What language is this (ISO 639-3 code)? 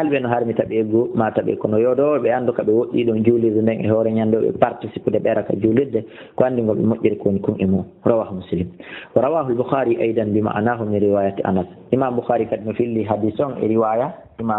ful